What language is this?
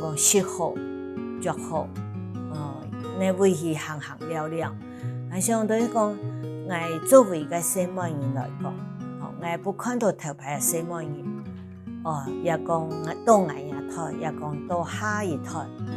Hakka Chinese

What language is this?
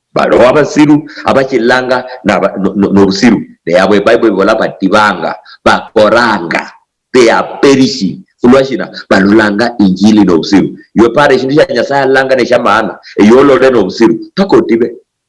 Luyia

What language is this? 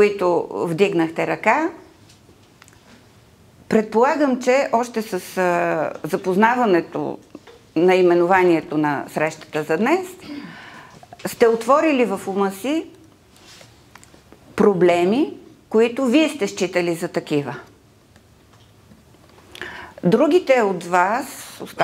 Bulgarian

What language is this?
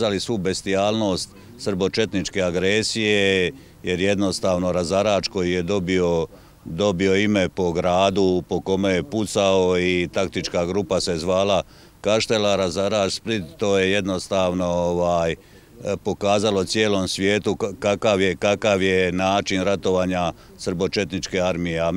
Croatian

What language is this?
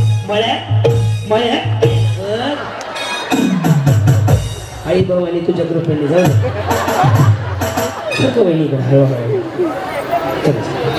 Marathi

